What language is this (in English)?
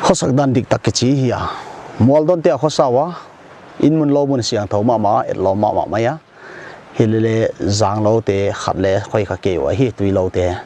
Paite Chin